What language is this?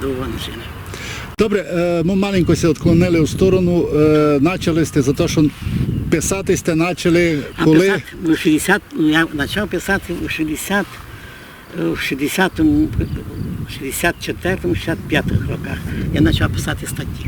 Rusyn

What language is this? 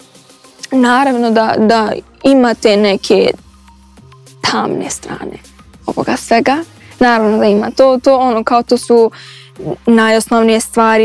Croatian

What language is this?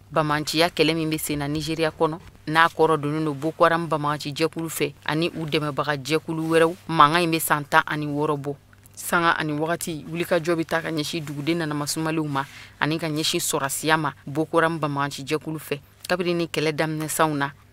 Bambara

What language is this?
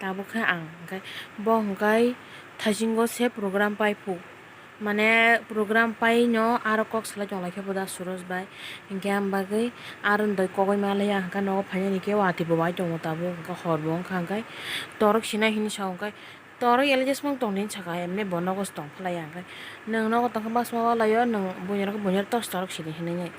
Kok Borok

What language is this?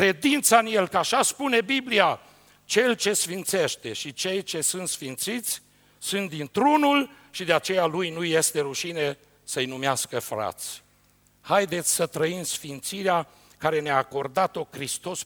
Romanian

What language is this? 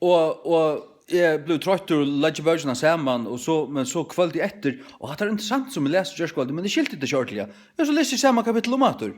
Faroese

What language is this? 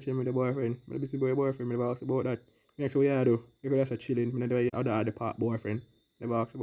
Jamaican Creole English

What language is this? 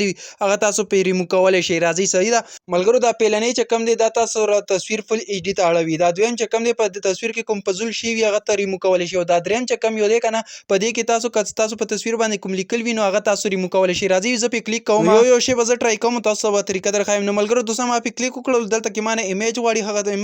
Pashto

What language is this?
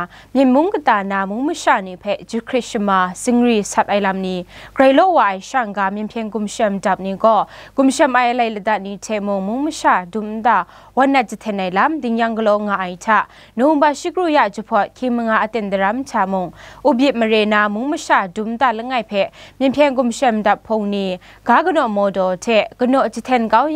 Kachin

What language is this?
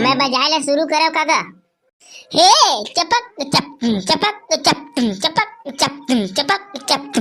Chhattisgarhi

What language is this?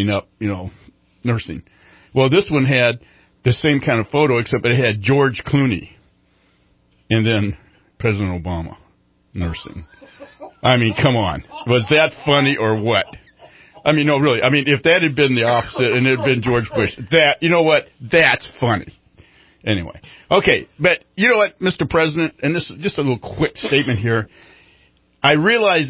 English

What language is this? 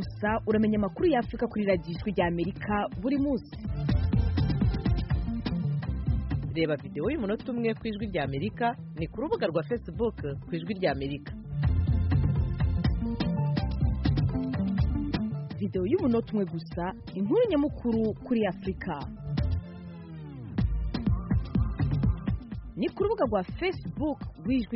Kinyarwanda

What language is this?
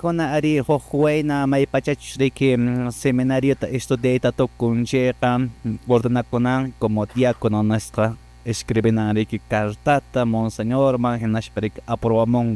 Quechua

